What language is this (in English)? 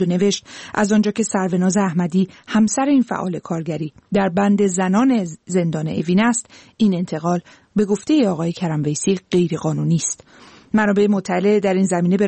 Persian